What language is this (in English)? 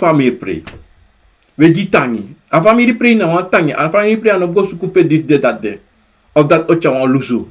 Sranan Tongo